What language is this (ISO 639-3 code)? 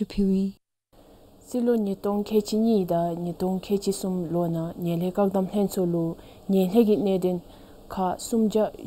dzo